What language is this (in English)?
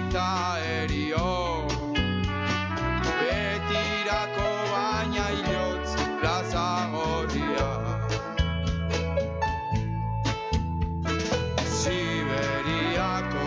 Basque